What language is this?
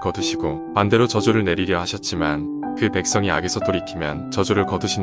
Korean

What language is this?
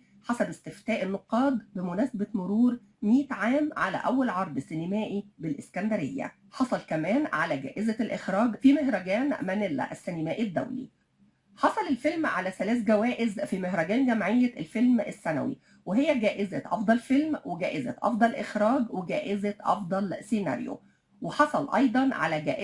Egyptian Arabic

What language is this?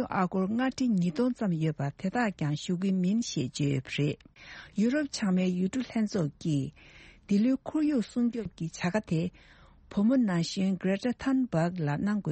Tibetan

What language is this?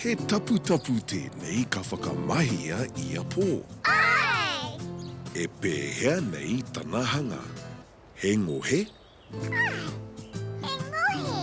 Māori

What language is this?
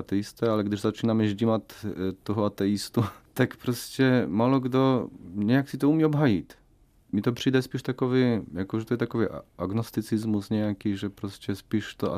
Czech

